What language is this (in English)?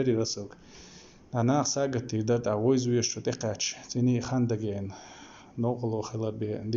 Chechen